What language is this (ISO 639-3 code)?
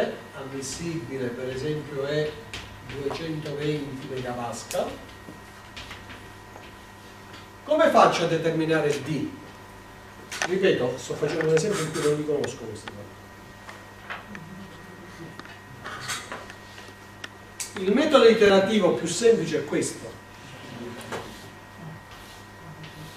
ita